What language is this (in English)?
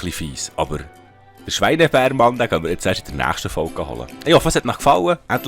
Swiss German